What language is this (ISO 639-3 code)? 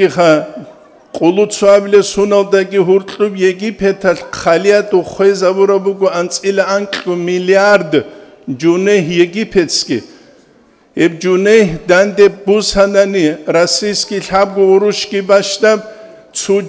ava